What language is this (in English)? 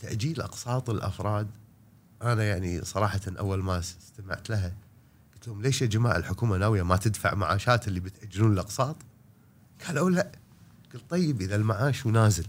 Gulf Arabic